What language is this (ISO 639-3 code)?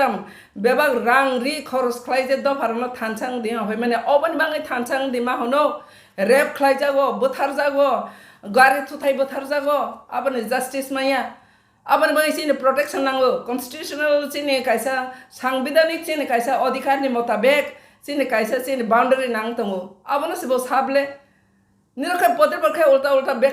trp